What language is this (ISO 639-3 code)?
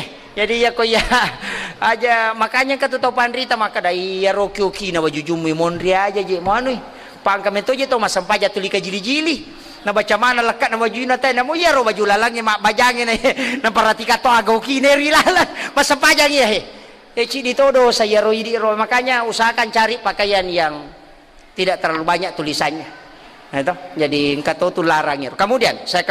bug